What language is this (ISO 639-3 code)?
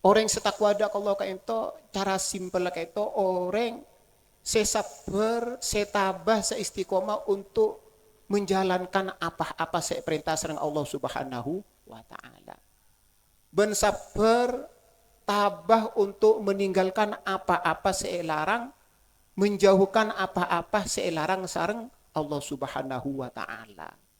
mad